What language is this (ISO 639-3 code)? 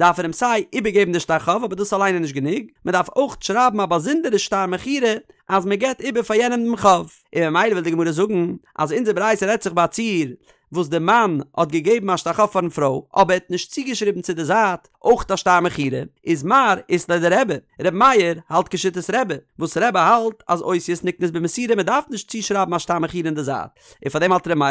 yid